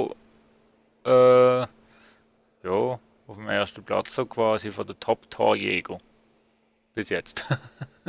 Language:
Swiss German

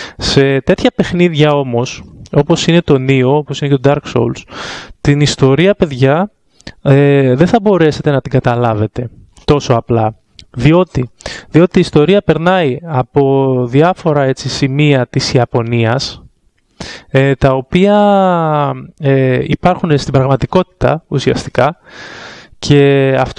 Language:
Greek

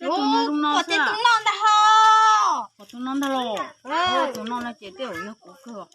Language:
Hmong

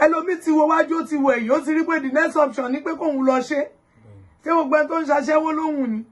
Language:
Yoruba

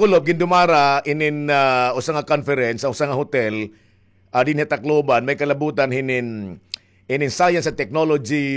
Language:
Waray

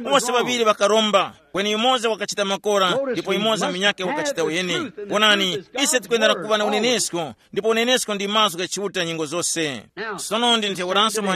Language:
Tumbuka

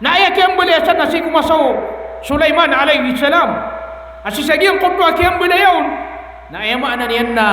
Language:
Maranao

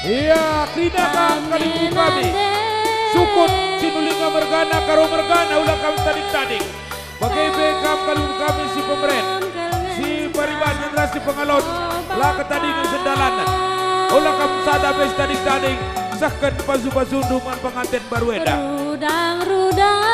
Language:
Batak Karo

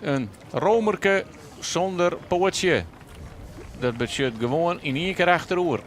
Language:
Western Frisian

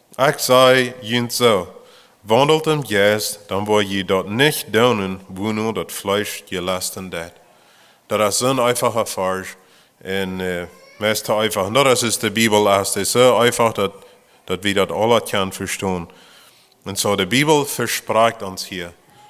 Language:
Plautdietsch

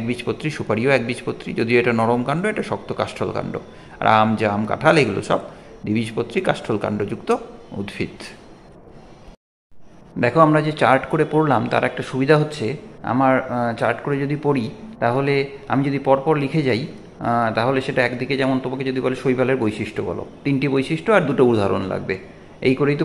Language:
Bangla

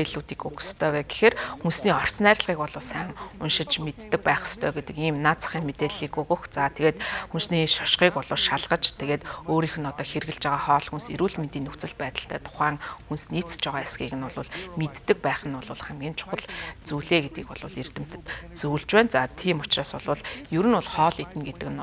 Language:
Mongolian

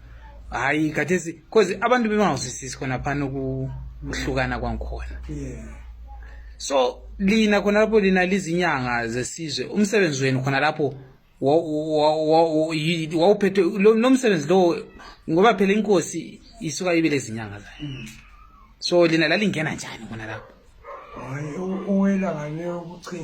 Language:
Zulu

